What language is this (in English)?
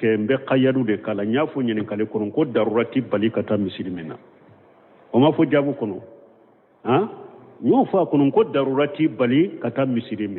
Bambara